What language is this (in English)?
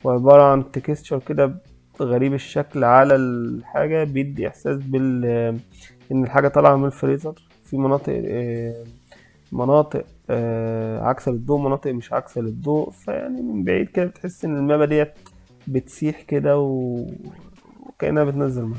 Egyptian Arabic